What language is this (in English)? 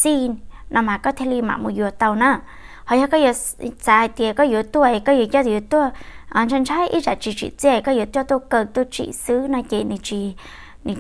Hmong